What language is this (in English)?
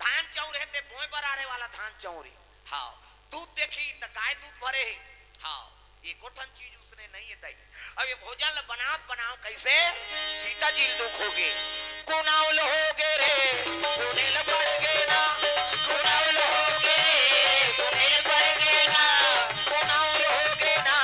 Chhattisgarhi